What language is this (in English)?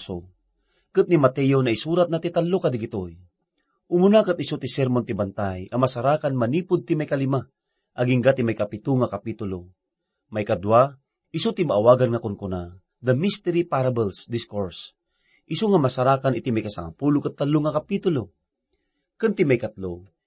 Iloko